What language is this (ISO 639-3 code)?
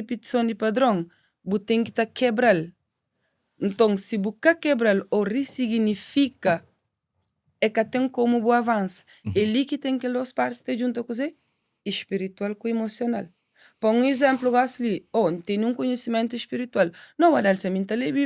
kea